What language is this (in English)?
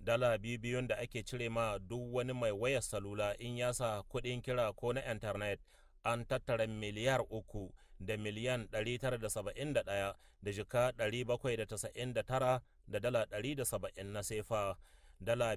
Hausa